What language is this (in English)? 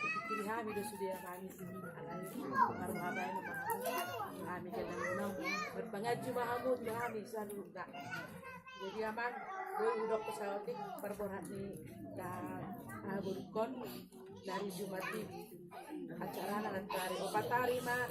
Batak Toba